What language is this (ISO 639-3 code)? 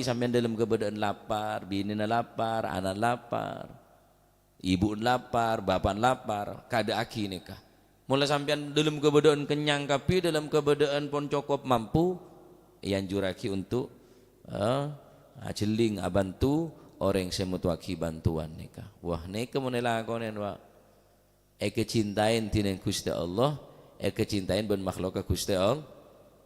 mad